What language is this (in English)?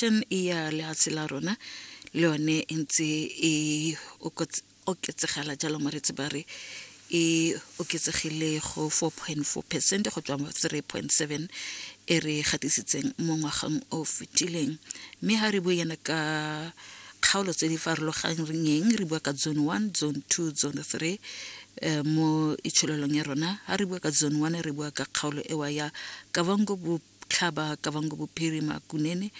Tswana